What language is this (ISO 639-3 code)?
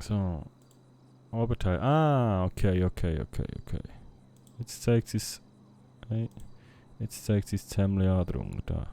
gsw